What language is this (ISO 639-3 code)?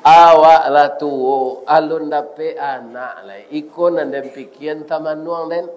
min